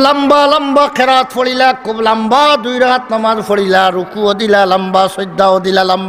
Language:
Sylheti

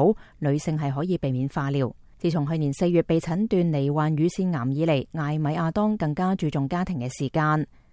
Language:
Cantonese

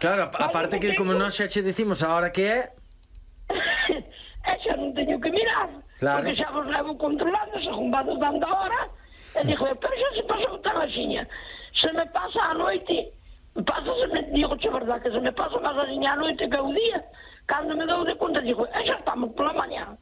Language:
Galician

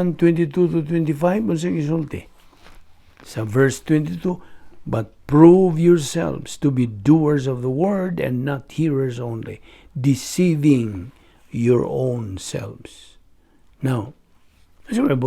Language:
Cebuano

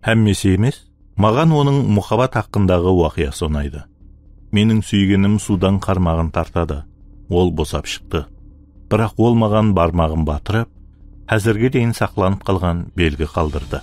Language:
Kara-Kalpak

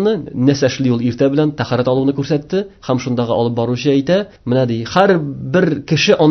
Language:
Tatar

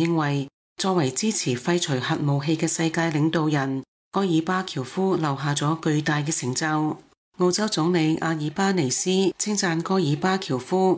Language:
Cantonese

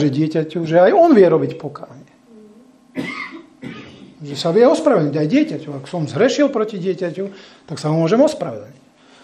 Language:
Slovak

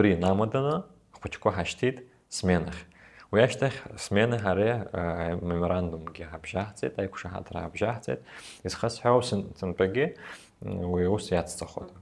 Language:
Abkhazian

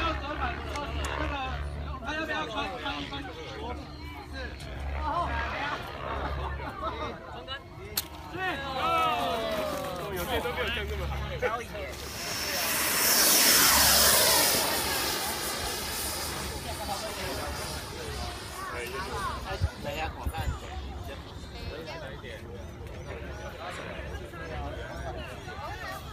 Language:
Chinese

